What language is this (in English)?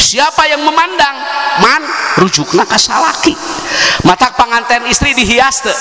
Sundanese